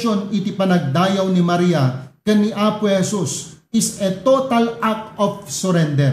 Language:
Iloko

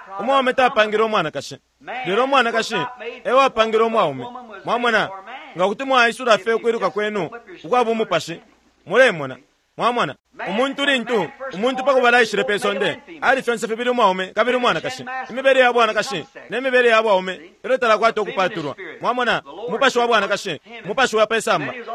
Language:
Bemba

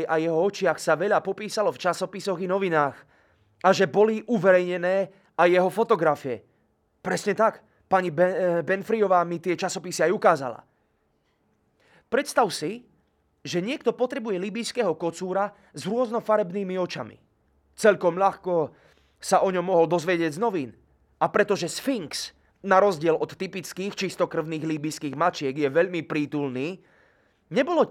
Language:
Slovak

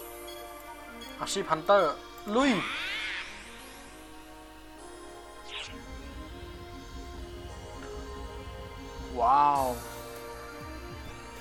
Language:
Thai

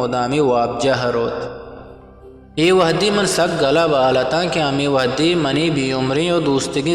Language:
Eastern Balochi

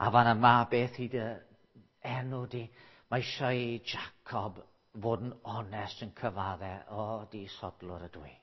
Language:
Welsh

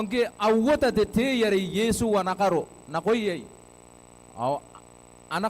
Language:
Gilbertese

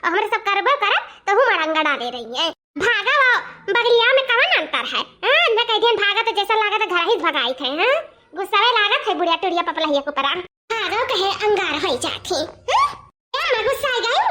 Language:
Awadhi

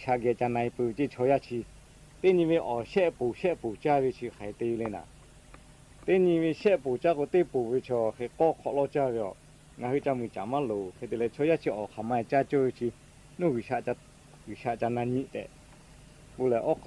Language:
Lahu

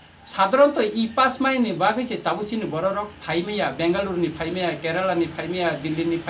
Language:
Kok Borok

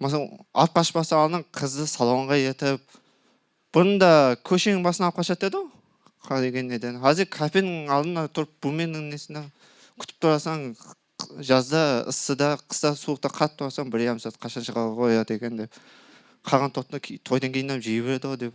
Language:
Kara-Kalpak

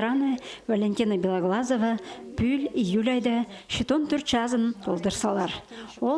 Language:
Khakas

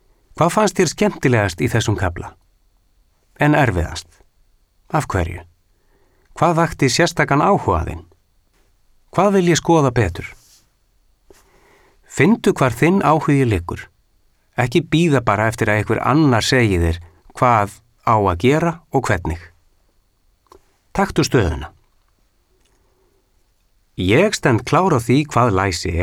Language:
Icelandic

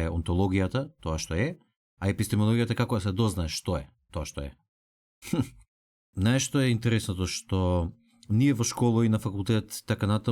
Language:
Macedonian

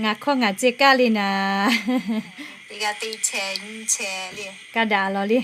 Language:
Lahu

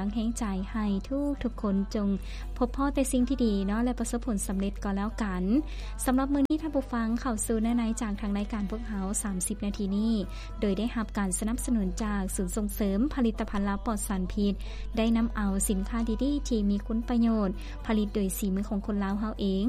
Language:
Lao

